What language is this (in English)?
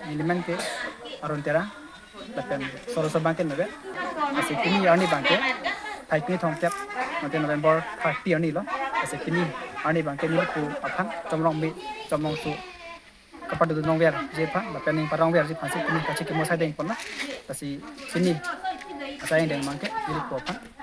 Karbi